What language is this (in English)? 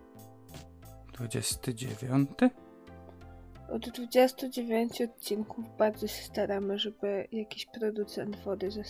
Polish